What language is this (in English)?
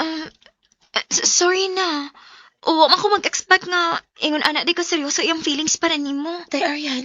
Cebuano